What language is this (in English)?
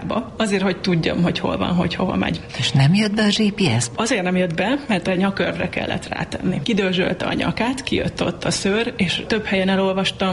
Hungarian